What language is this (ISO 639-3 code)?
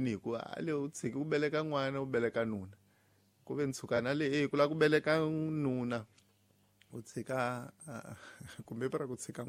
tso